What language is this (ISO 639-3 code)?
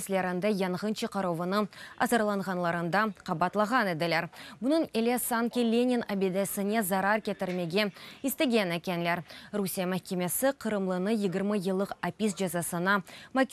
crh